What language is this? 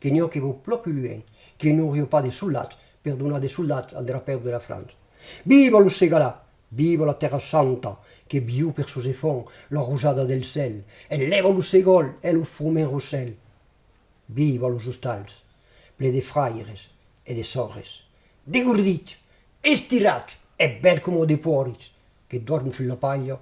Occitan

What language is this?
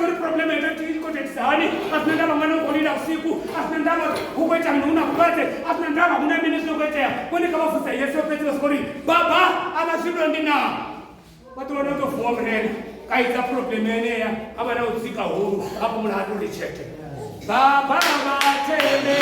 Venda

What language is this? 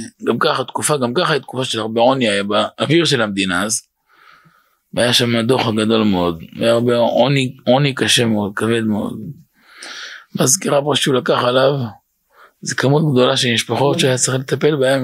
Hebrew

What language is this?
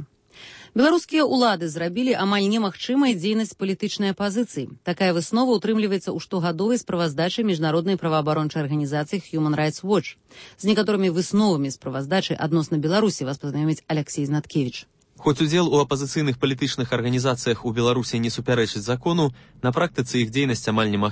Belarusian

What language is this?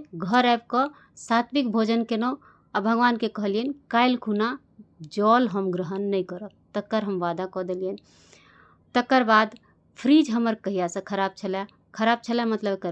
Maithili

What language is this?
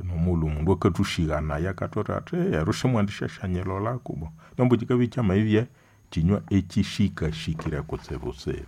Nande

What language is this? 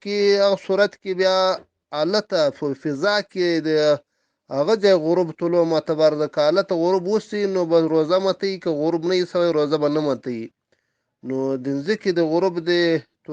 Pashto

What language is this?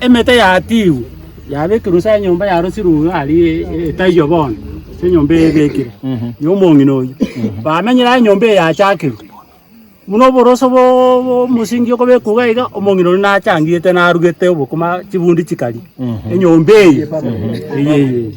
Gusii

